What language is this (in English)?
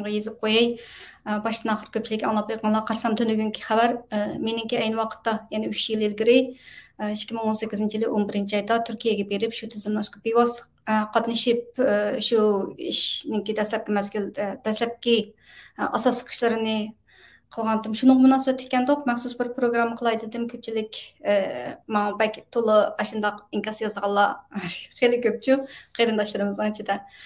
Uyghur